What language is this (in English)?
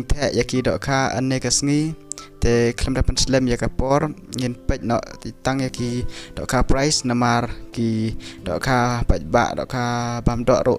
Khasi